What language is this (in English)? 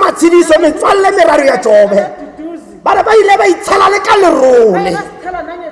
Tswana